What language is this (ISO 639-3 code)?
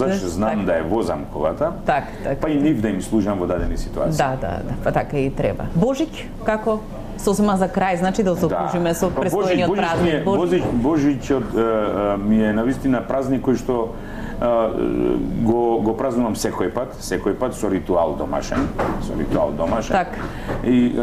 mkd